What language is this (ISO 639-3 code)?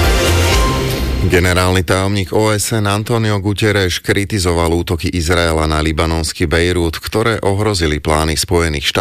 slk